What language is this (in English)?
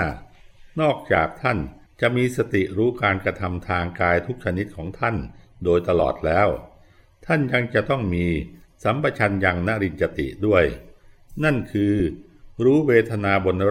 Thai